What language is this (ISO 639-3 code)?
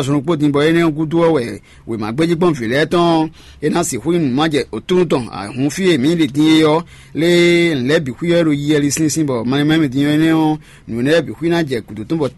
fon